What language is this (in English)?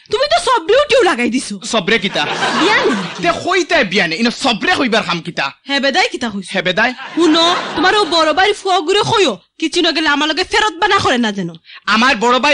Bangla